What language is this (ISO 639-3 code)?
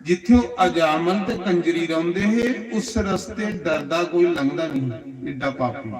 doi